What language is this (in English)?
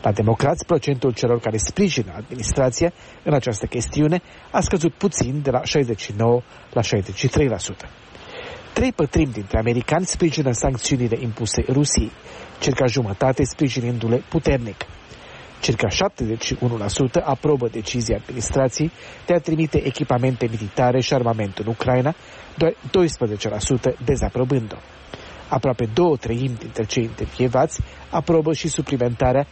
Romanian